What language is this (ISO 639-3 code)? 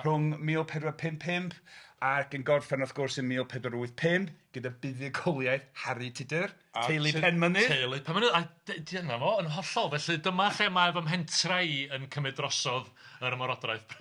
cym